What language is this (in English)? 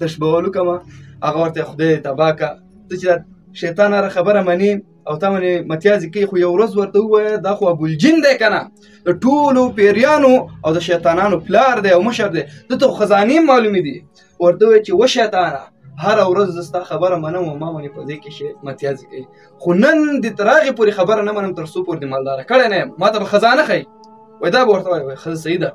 Pashto